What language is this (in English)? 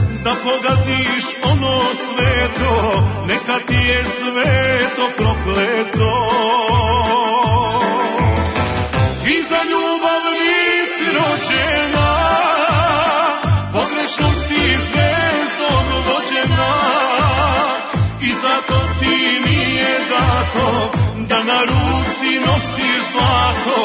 Serbian